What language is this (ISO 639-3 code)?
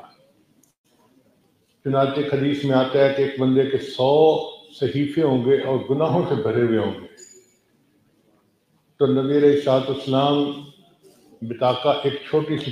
urd